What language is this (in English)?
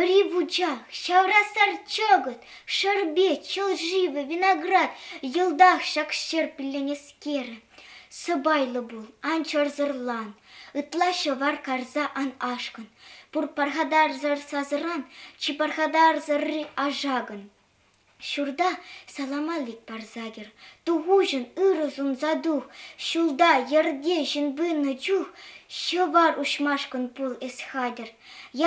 Chuvash